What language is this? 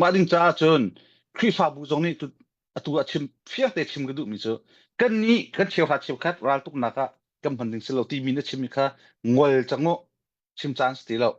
Hakha Chin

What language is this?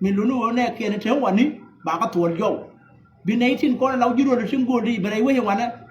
Nuer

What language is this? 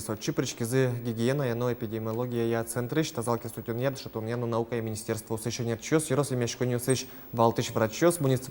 Udmurt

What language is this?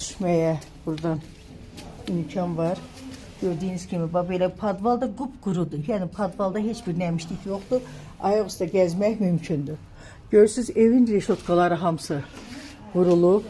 Azerbaijani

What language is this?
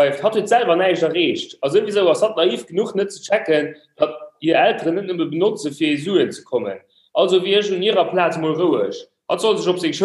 Luxembourgish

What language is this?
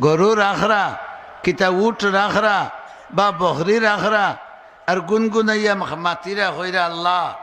Sylheti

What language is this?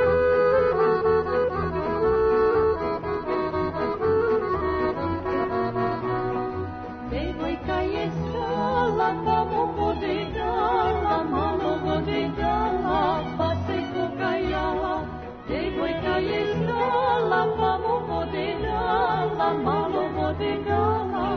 Serbian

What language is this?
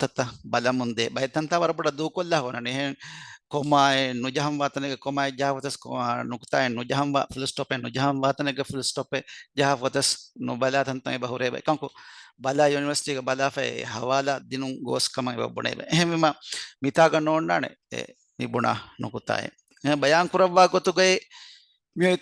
Divehi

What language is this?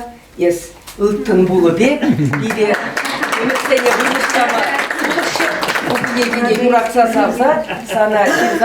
Chuvash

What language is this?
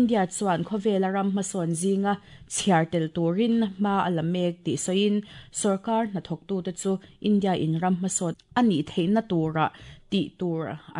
Mizo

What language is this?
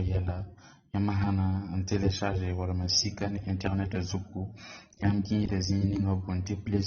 Mossi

